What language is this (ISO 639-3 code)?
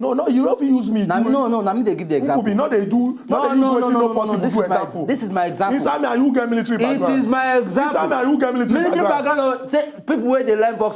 pcm